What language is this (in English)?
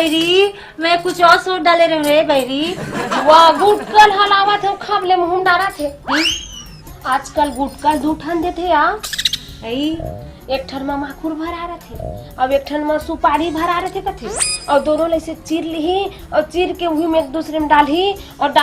Chhattisgarhi